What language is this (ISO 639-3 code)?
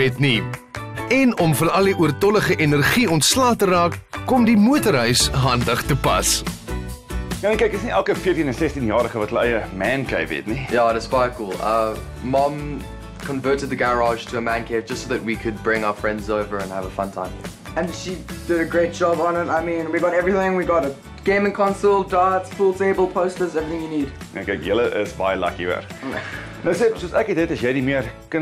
afr